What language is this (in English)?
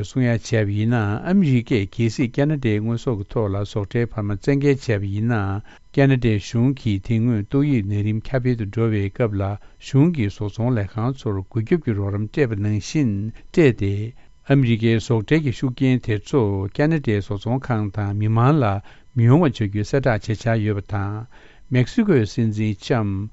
Tibetan